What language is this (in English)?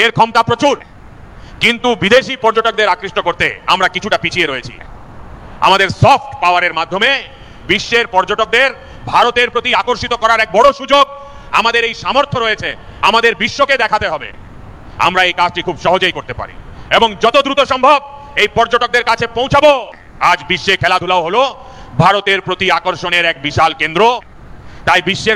Bangla